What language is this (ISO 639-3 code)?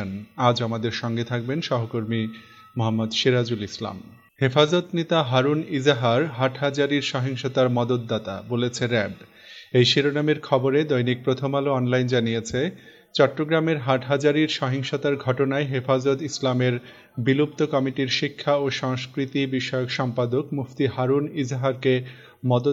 ben